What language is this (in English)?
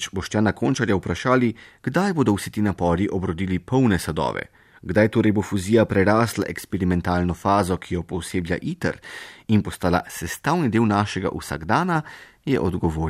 Slovenian